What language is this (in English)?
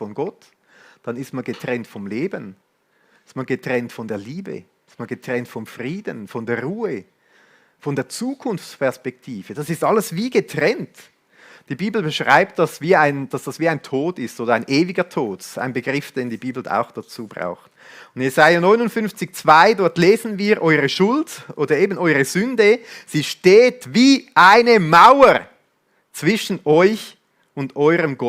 Swiss German